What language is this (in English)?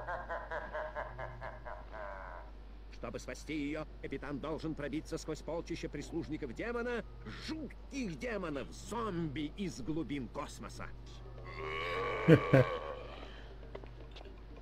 Russian